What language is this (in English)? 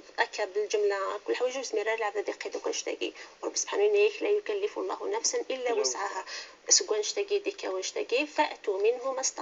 Moroccan Arabic